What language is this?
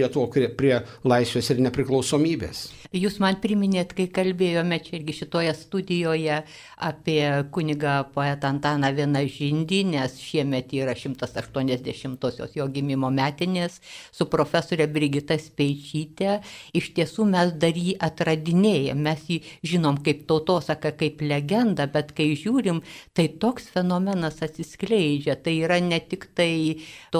Lithuanian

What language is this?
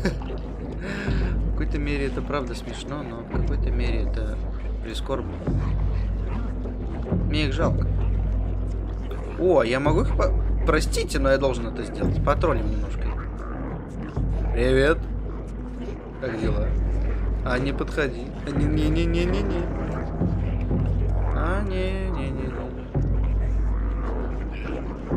Russian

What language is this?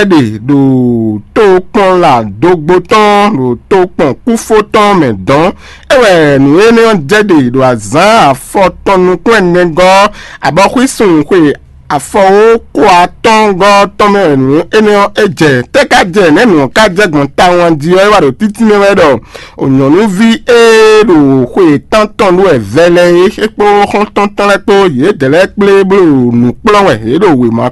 Fon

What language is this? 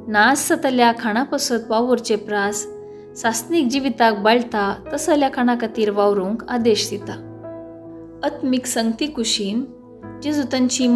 Konkani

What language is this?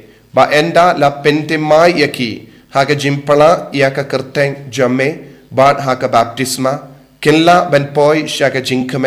Khasi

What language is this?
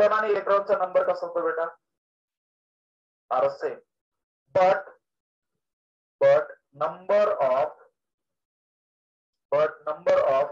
Marathi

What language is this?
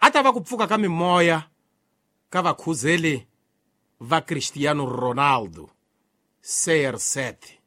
Tsonga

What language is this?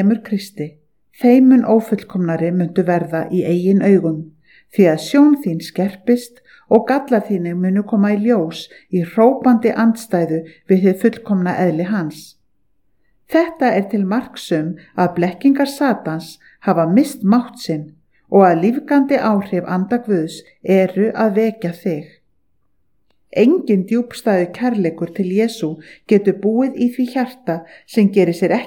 Icelandic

